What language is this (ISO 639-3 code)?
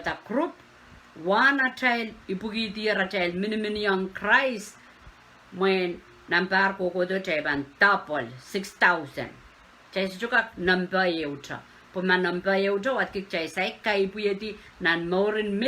pon